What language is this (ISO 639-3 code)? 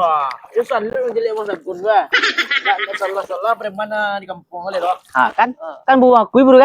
min